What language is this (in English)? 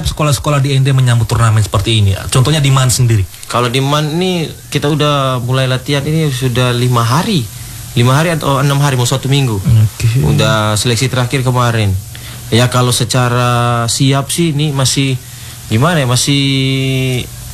Indonesian